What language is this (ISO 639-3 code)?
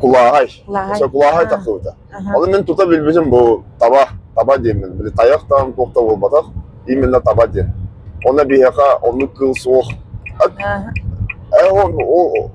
sah